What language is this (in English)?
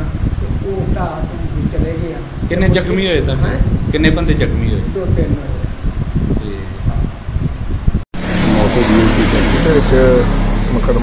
Punjabi